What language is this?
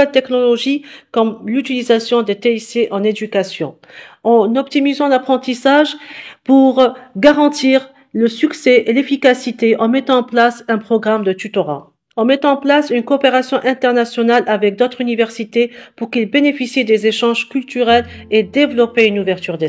French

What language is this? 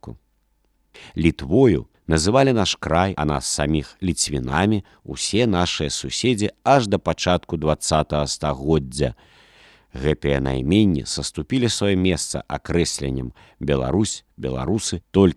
Belarusian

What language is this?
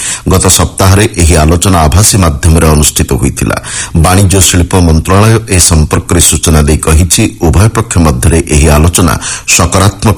Odia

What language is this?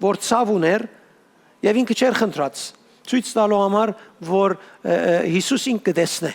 Western Armenian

